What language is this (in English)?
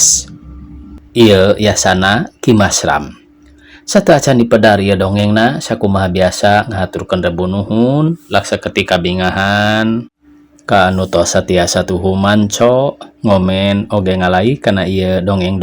Sundanese